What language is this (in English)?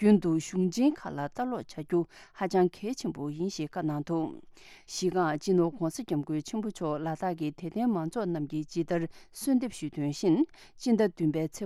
Tibetan